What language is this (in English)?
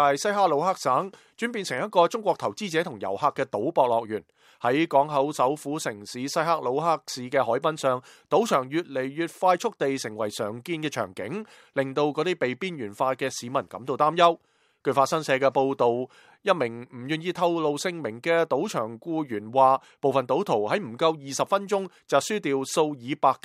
Cantonese